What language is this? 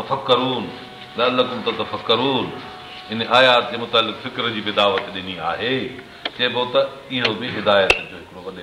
Sindhi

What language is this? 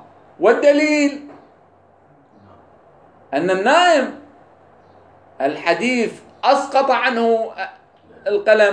Arabic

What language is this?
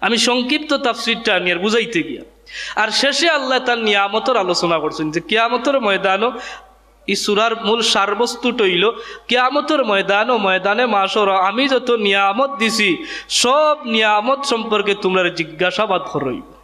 Sylheti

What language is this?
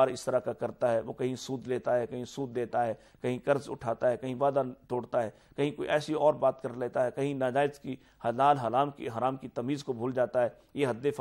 Urdu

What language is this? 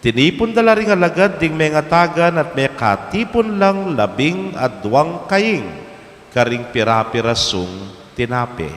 Pampanga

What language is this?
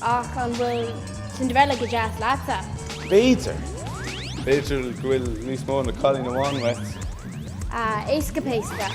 Irish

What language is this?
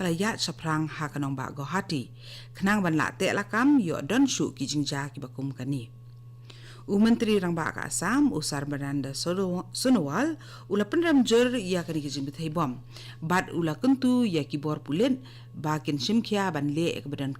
Khasi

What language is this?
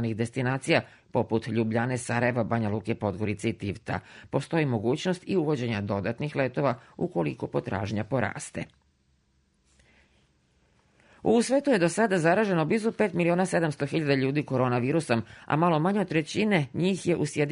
Serbian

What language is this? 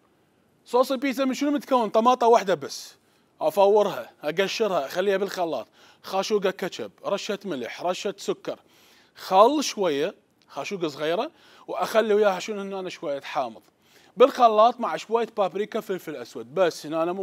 Mesopotamian Arabic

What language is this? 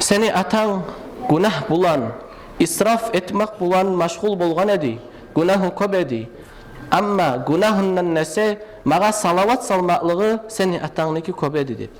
Kumyk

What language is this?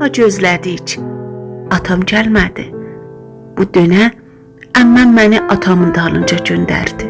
South Azerbaijani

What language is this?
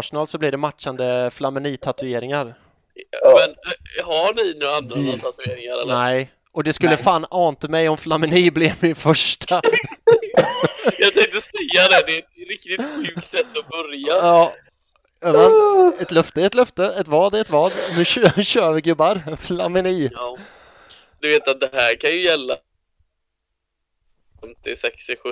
Swedish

